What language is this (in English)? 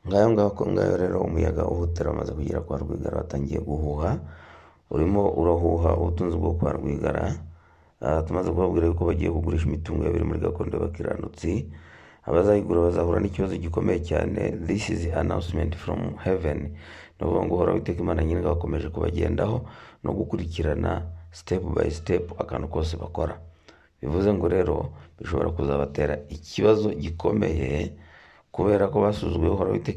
Kinyarwanda